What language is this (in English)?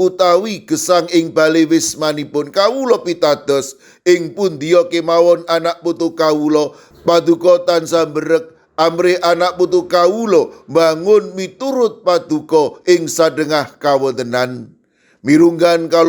Javanese